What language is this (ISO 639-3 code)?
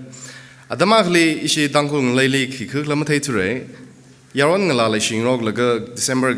nmf